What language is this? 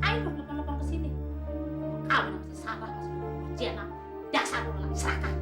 Betawi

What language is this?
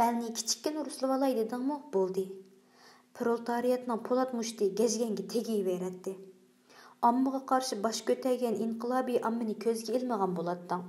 Uyghur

